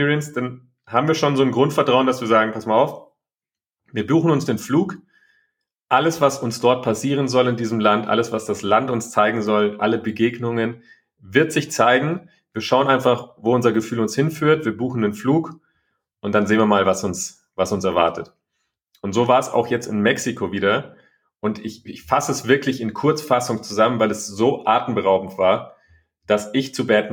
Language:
German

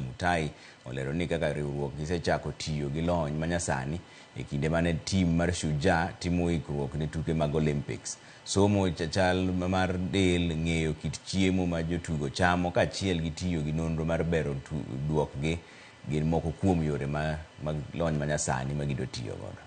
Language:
Luo (Kenya and Tanzania)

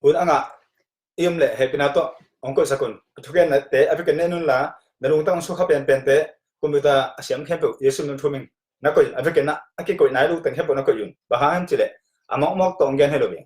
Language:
Tedim Chin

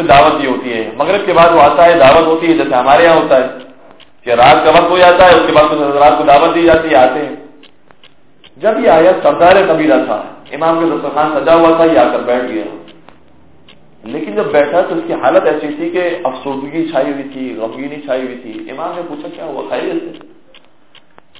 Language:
Urdu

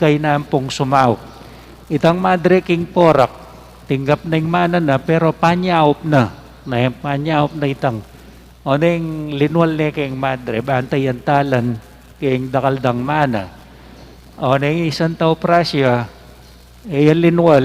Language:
Pampanga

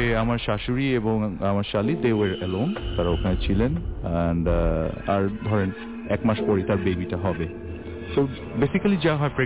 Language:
Bangla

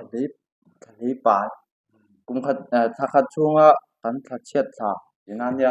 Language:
Mizo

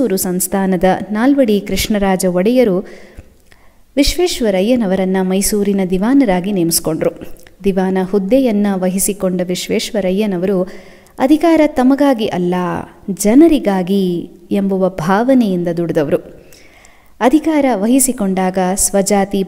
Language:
Kannada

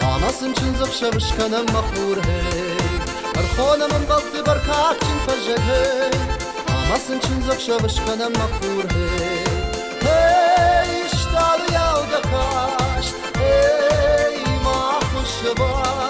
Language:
Ossetic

